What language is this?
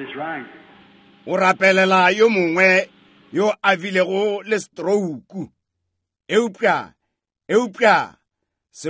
Northern Sotho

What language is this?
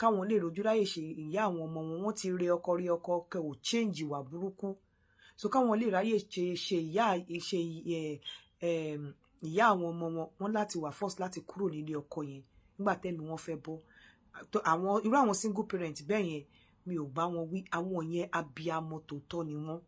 Yoruba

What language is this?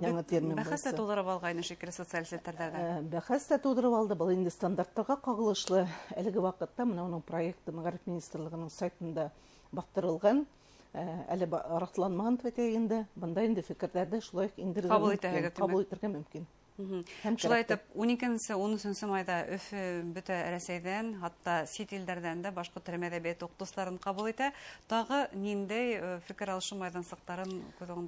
Bashkir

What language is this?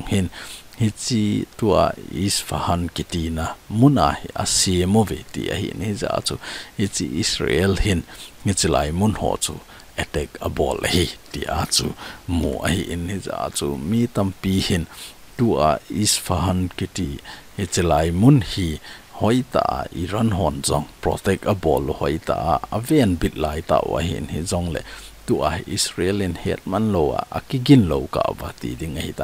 Thado Chin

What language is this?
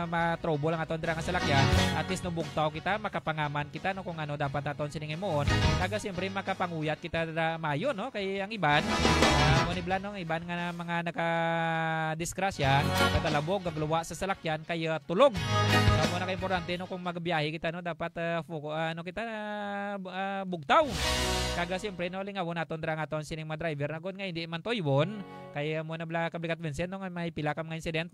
Hiligaynon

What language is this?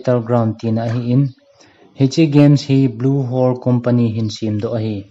Thado Chin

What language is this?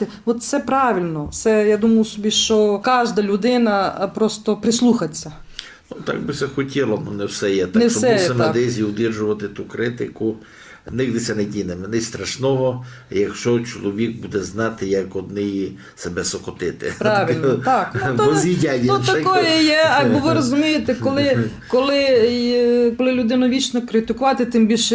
Rusyn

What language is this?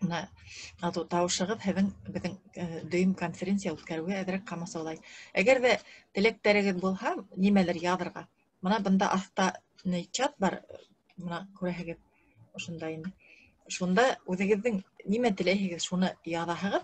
Bashkir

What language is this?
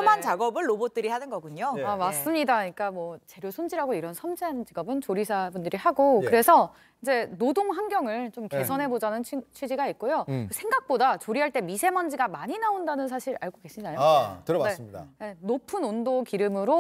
Korean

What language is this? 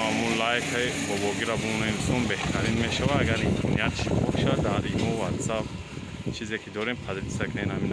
Tajik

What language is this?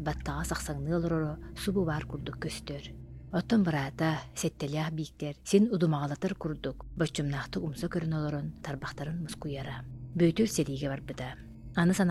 Yakut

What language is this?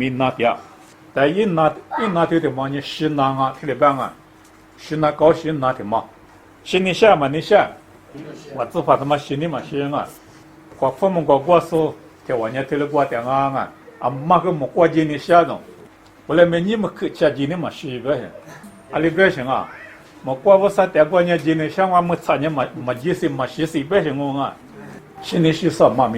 Lisu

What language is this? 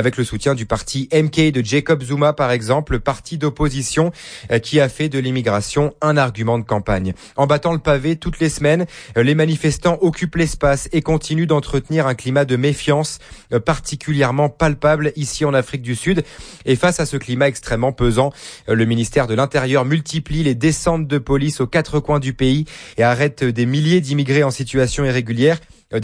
French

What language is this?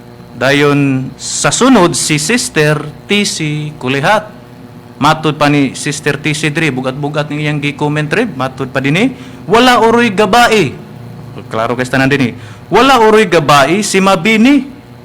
Cebuano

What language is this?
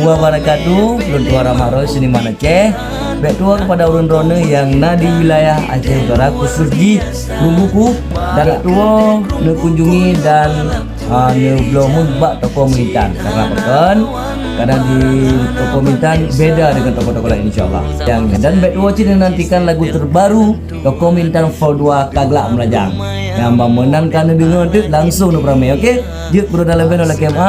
Achinese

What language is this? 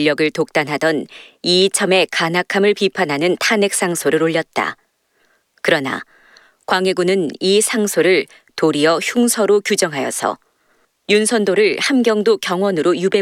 Korean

